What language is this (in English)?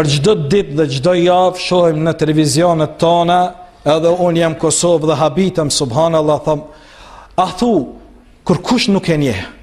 Albanian